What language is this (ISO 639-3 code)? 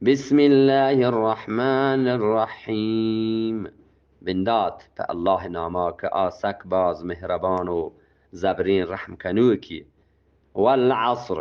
bgp